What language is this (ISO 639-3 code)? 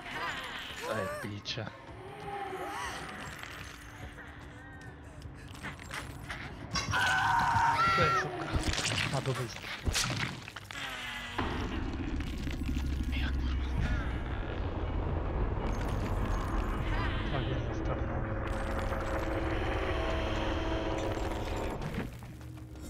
slk